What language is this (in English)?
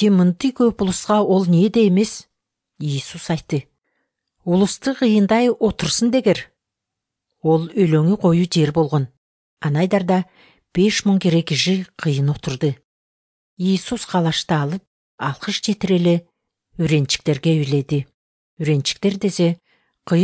Kyrgyz